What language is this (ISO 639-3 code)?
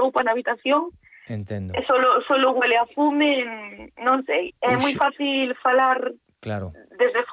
glg